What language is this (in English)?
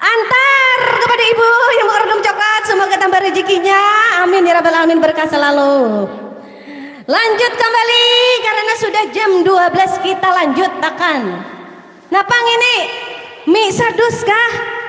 Banjar